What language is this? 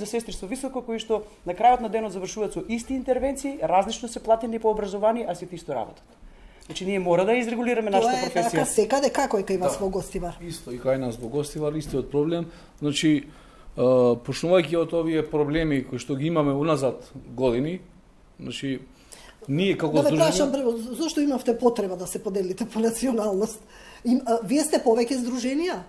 Macedonian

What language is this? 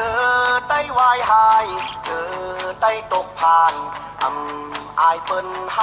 Shan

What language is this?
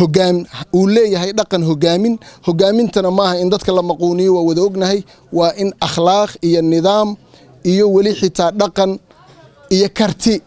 Somali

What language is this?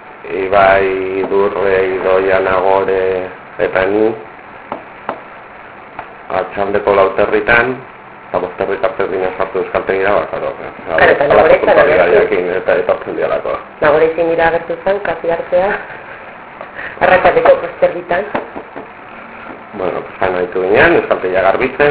Basque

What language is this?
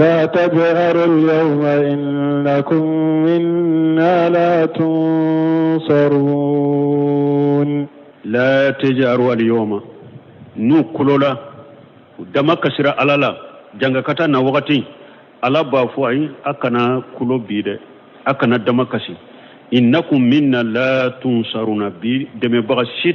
Bambara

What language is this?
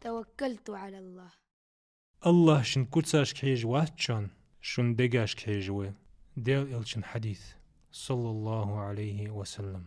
Ingush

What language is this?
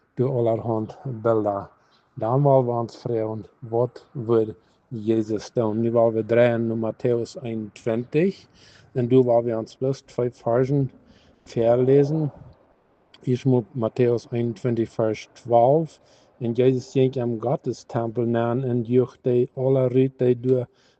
Plautdietsch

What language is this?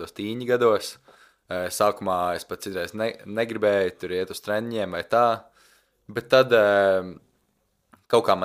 Latvian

